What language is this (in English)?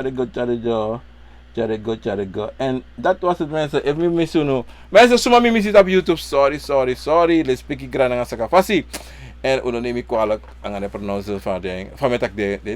Sranan Tongo